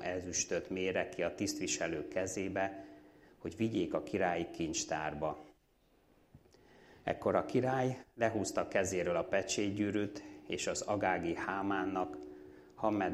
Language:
Hungarian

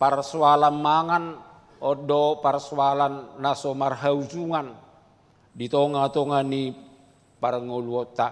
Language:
Batak Toba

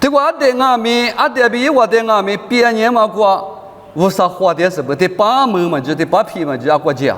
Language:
Lisu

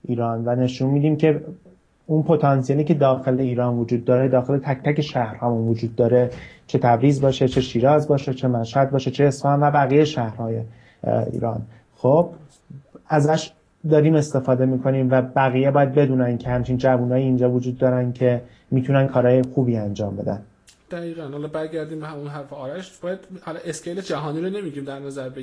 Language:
Persian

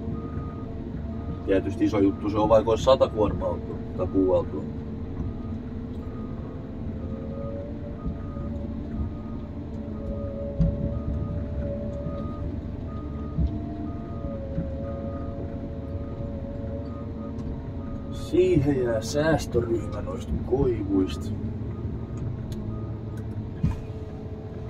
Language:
Finnish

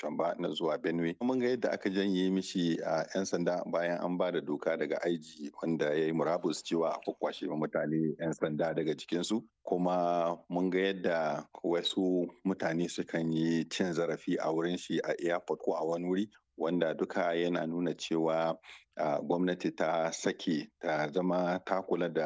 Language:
Hausa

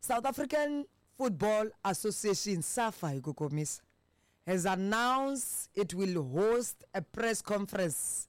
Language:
Tsonga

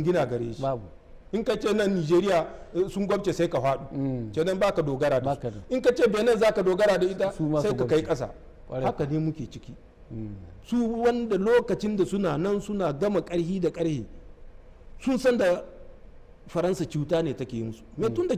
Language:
Hausa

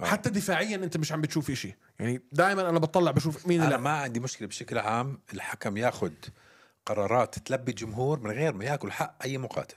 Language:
North Levantine Arabic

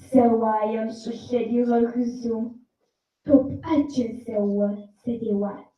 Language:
Kabardian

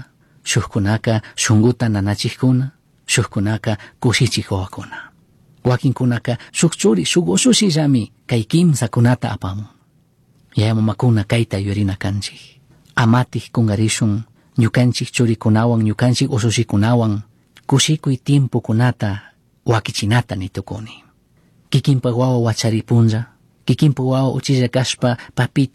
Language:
Chimborazo Highland Quichua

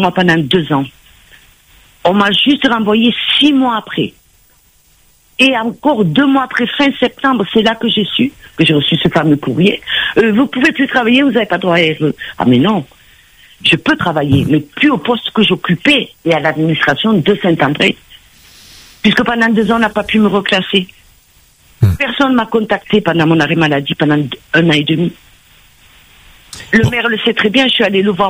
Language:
French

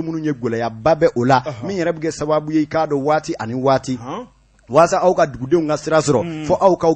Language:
Bambara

